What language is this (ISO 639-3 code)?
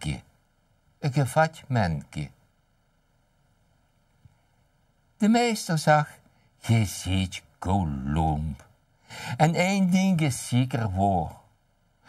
nld